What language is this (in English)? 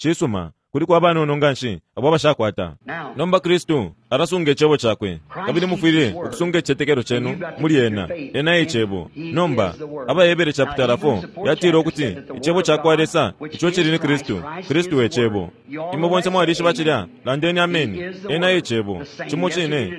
Bemba